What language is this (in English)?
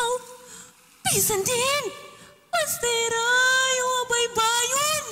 Waray